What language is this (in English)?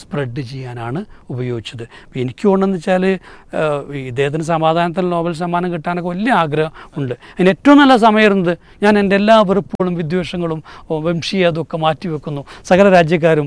Malayalam